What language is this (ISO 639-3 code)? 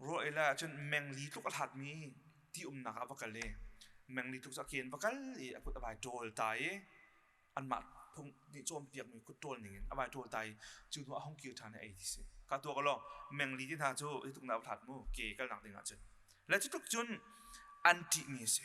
cnh